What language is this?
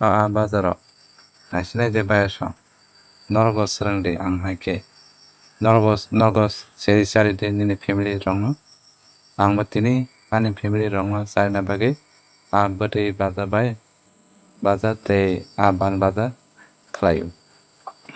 Kok Borok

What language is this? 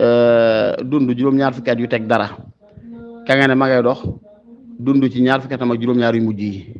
Wolof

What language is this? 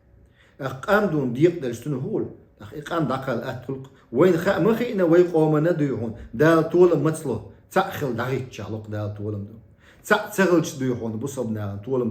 Chechen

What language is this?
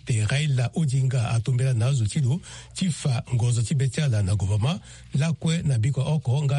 Sango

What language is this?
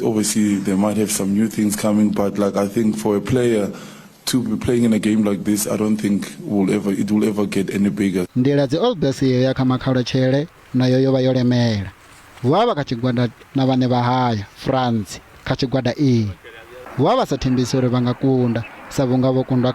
Venda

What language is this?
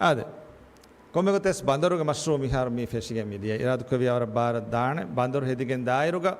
Divehi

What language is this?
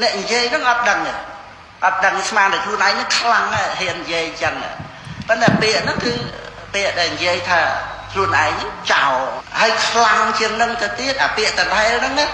Khmer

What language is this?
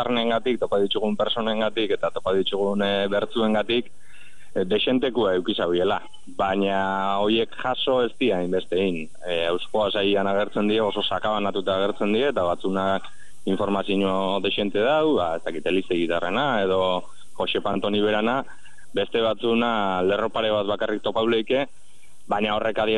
Basque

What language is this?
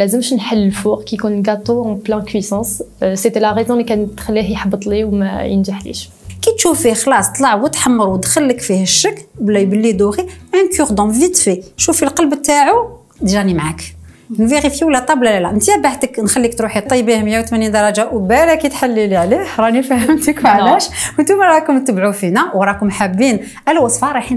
Algerian Arabic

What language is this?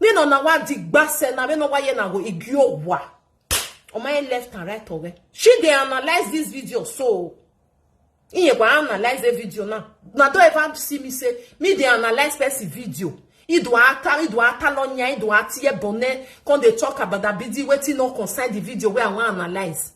Nigerian Pidgin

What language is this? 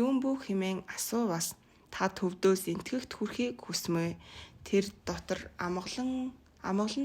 Mongolian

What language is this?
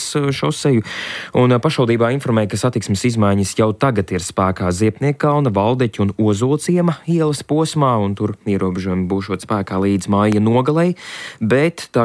Latvian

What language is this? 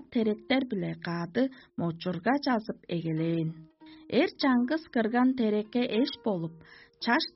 Tuvinian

